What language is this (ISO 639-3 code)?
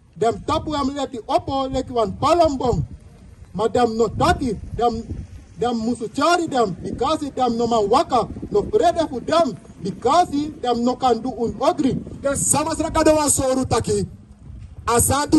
srn